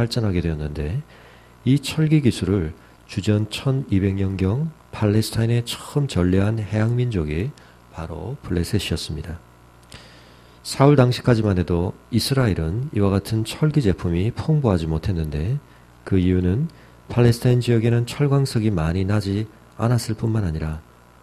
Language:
Korean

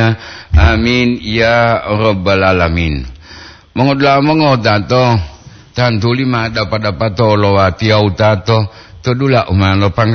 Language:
Gorontalo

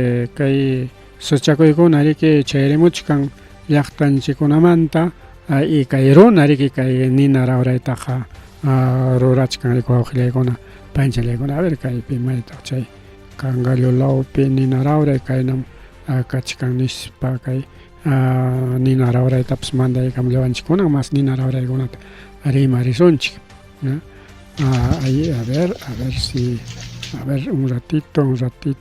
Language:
Ayacucho Quechua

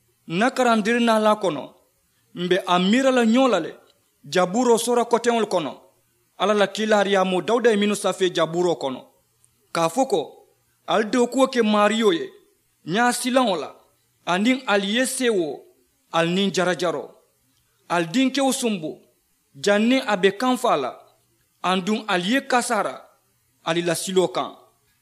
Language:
Mandingo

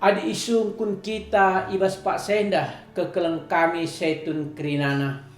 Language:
Batak Karo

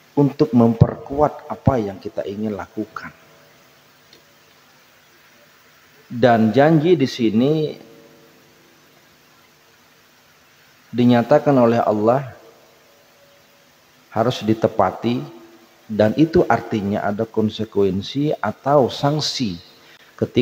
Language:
Indonesian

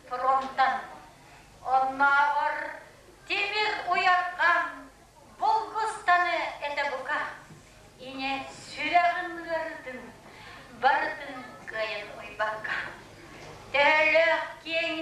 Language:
Yakut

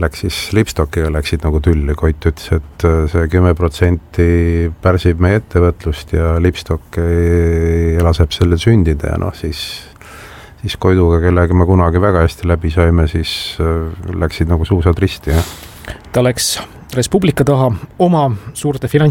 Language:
Estonian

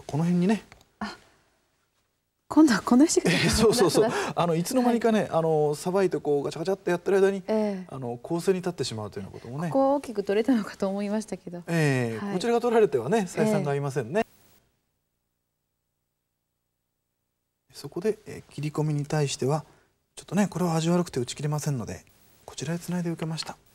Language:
Japanese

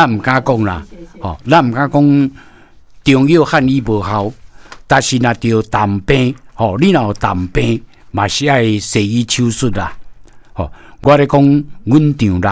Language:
Min Nan Chinese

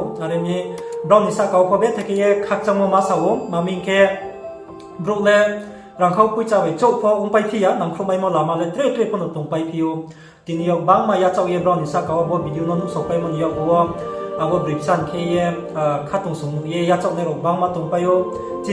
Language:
Riang (India)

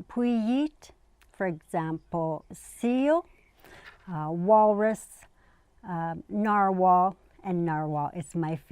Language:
Inuktitut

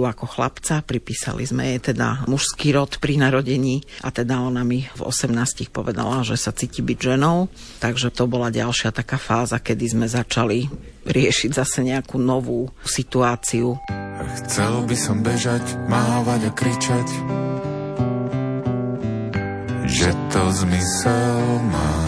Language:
Slovak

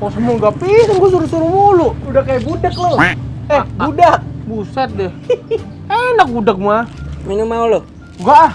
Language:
Betawi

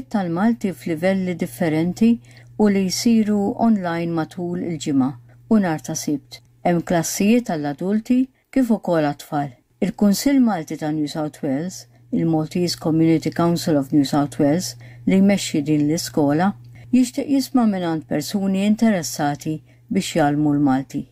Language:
Maltese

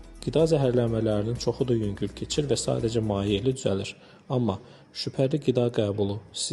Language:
Azerbaijani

